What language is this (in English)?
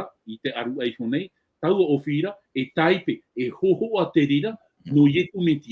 Tahitian